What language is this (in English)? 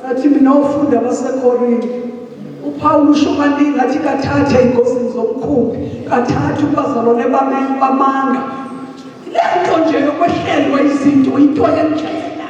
Zulu